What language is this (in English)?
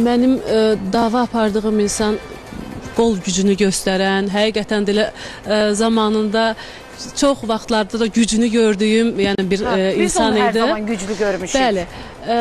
Azerbaijani